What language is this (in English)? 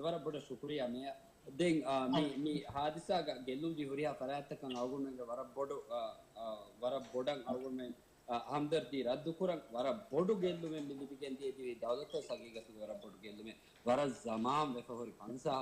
Divehi